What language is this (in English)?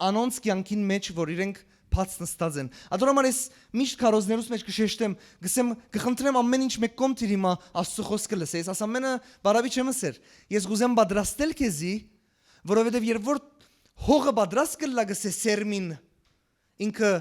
Western Armenian